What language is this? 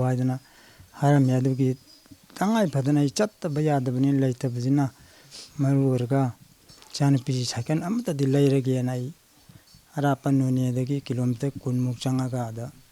Manipuri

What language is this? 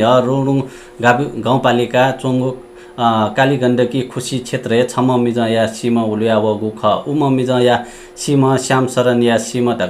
Newari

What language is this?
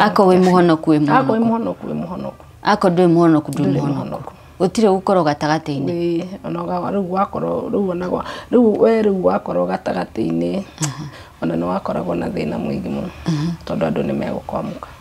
Kikuyu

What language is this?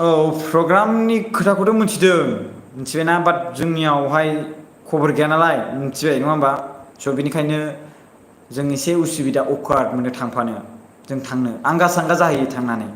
Bodo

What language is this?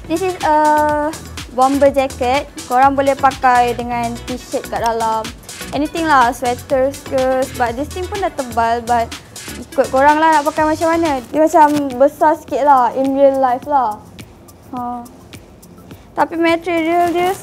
Malay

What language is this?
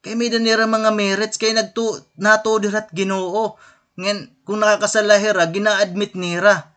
Waray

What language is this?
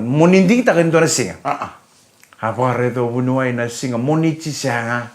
Fijian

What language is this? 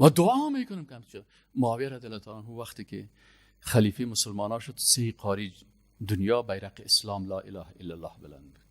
Persian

